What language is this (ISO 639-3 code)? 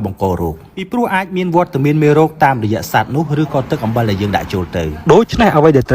khm